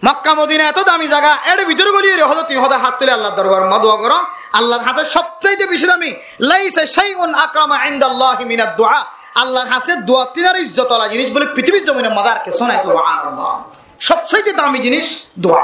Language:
Rohingya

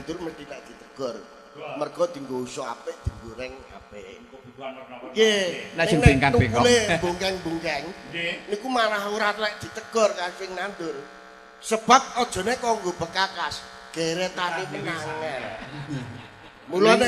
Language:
Javanese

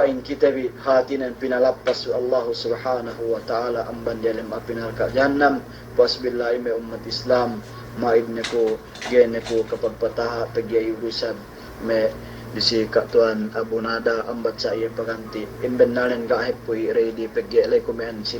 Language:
Yakan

